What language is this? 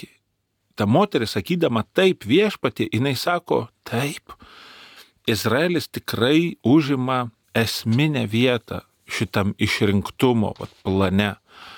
Lithuanian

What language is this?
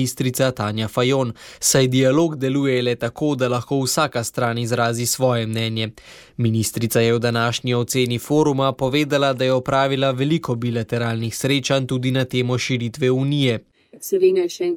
Slovenian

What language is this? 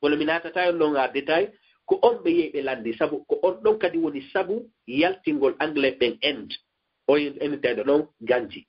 Fula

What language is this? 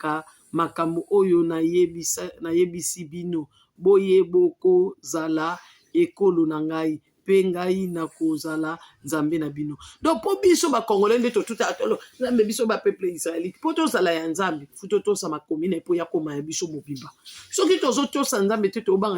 Lingala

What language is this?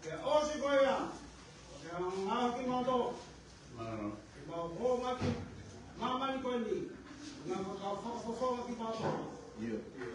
Tongan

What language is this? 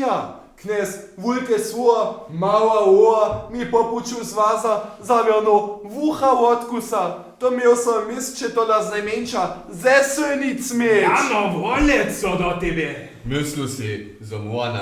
Upper Sorbian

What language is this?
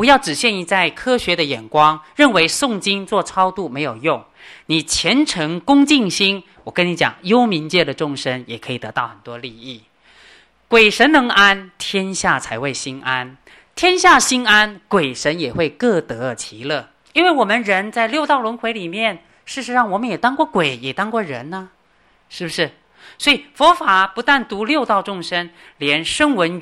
Chinese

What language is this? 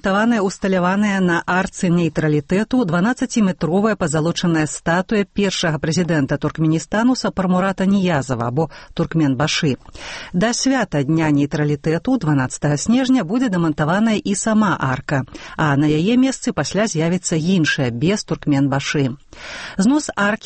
Belarusian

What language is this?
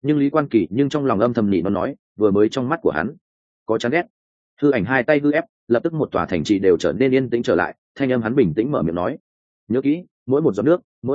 Vietnamese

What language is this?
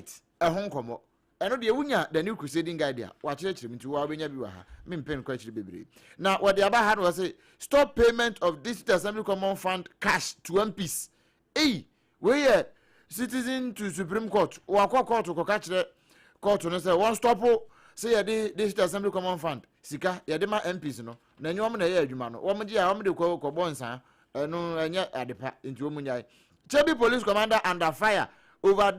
Akan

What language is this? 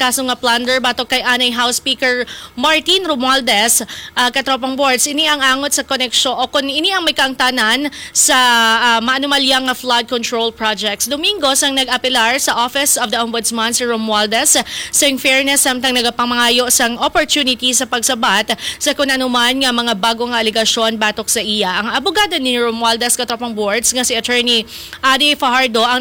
Hiligaynon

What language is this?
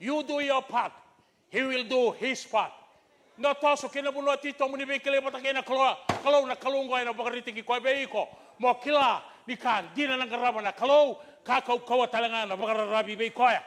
Fijian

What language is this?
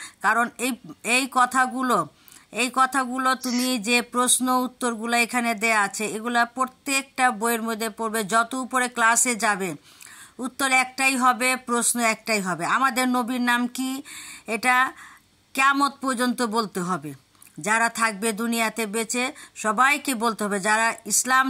Bangla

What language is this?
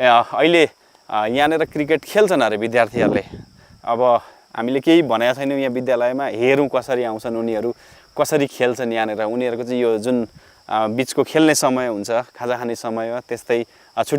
Nepali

